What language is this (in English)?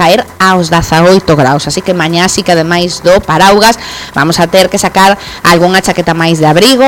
Galician